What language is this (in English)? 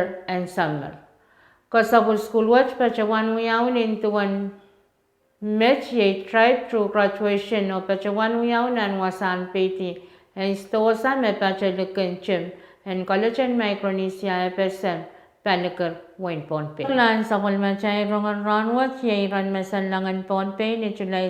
Pohnpeian